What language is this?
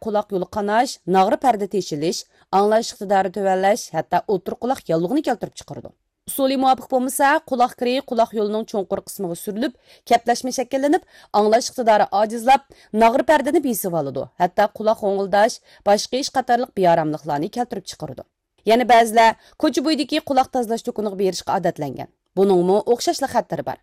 Uyghur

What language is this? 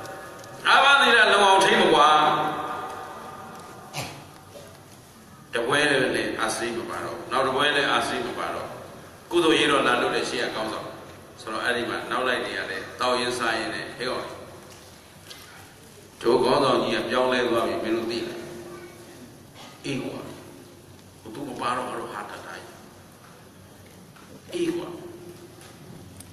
Burmese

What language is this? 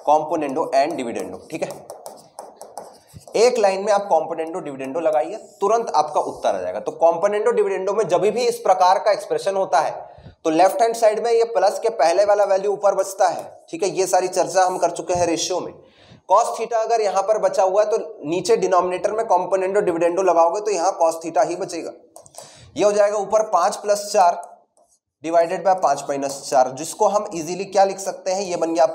Hindi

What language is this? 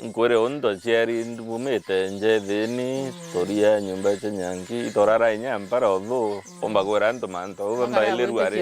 Meru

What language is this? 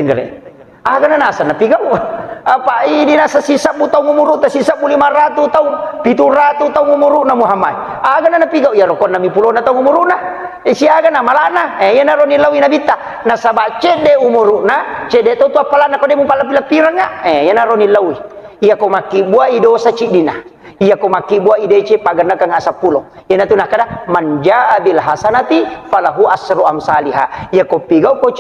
Buginese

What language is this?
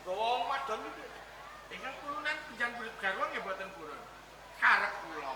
Javanese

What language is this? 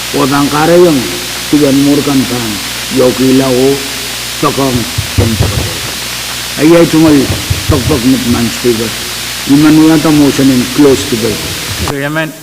Pohnpeian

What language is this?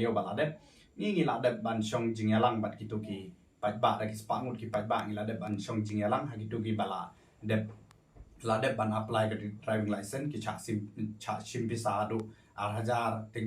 Khasi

